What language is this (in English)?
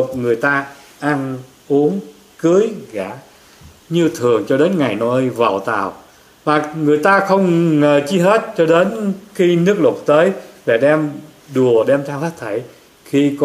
Vietnamese